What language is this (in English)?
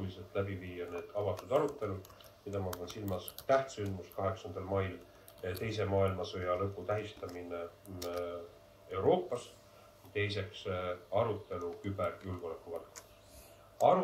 Estonian